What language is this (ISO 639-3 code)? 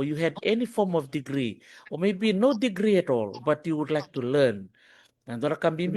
fij